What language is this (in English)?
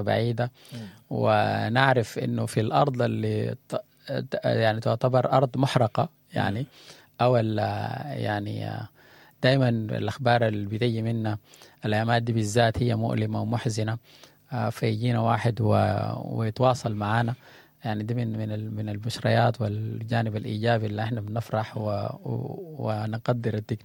Sudanese Arabic